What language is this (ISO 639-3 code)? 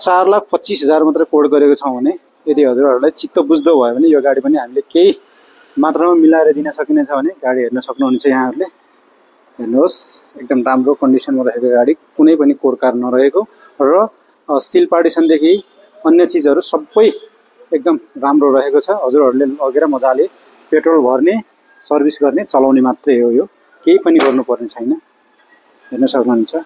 nep